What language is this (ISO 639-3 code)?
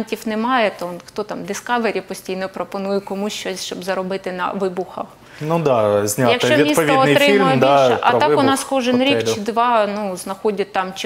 ukr